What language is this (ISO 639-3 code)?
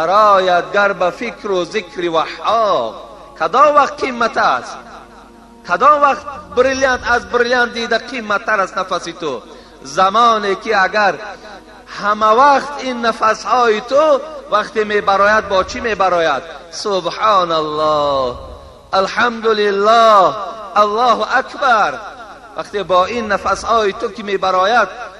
tgk